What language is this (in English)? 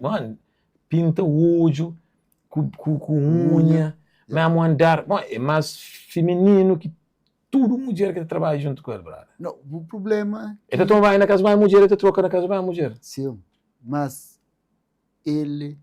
Kabuverdianu